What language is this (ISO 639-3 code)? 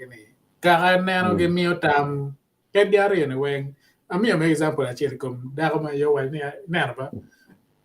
ach